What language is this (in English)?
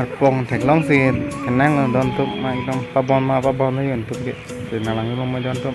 Karbi